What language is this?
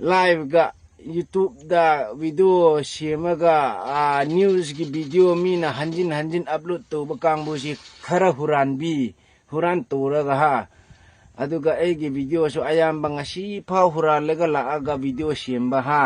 Manipuri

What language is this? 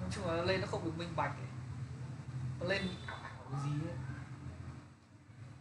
Vietnamese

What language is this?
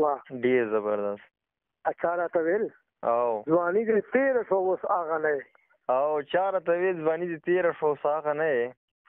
Pashto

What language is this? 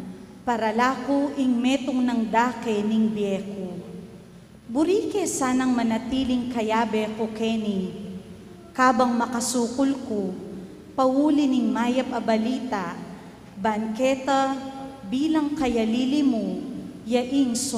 Pampanga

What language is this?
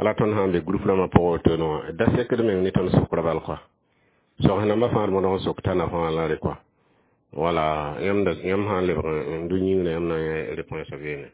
Mossi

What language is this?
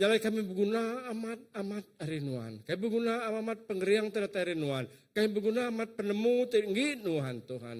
Iban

